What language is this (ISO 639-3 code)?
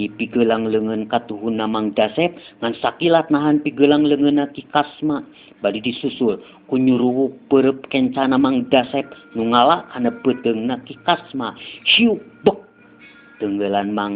sun